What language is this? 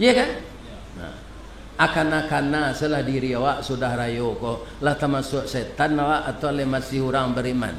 Minangkabau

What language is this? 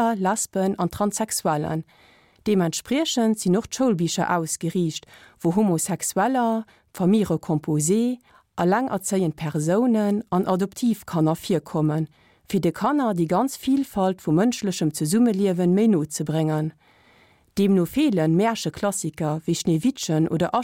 Luxembourgish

